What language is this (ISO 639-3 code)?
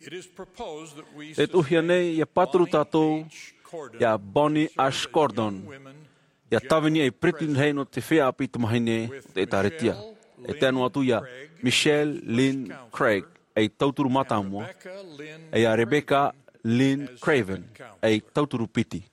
tah